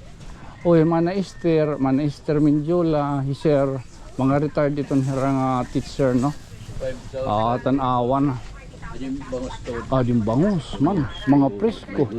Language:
Waray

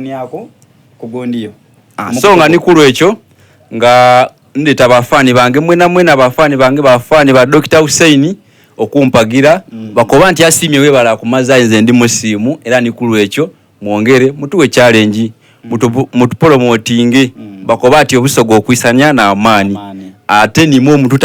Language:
Soga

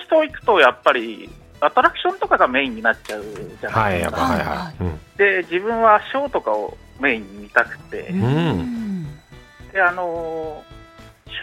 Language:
Japanese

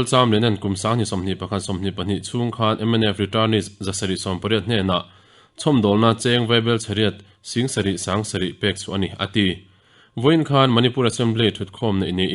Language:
Mizo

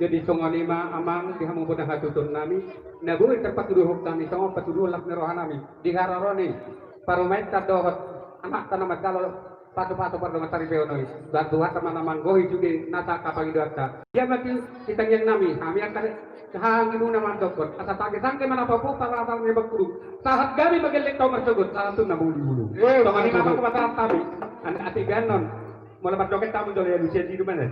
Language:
Batak Toba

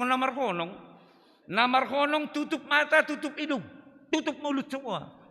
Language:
Batak Simalungun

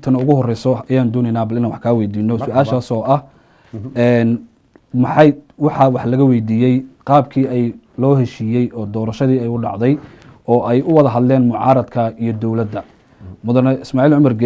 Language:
Somali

